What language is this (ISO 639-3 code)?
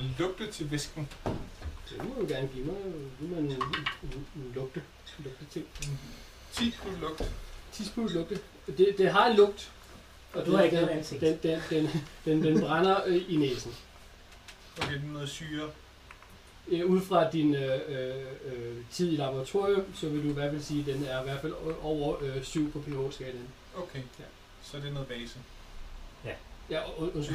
dan